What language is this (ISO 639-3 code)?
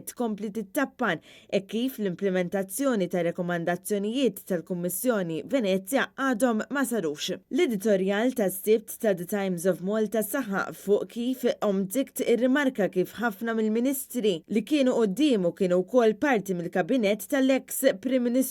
mlt